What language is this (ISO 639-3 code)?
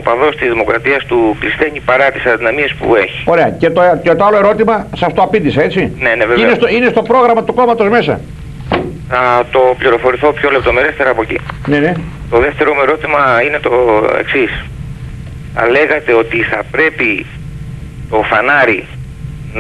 ell